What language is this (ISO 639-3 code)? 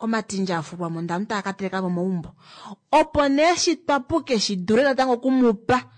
kua